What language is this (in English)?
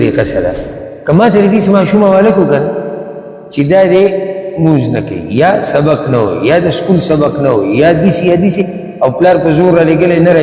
Pashto